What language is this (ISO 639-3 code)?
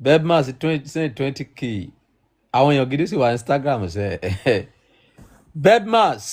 yor